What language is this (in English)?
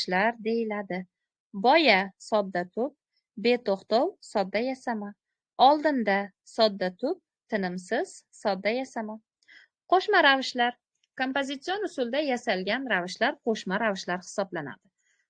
Uzbek